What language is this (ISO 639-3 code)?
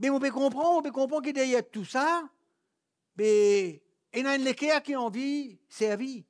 mfe